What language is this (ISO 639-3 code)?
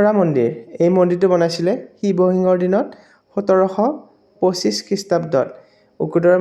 asm